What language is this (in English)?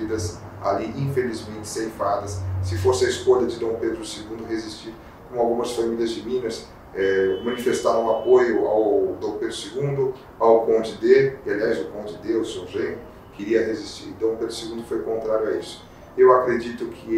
Portuguese